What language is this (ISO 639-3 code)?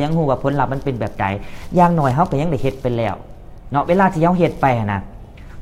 lao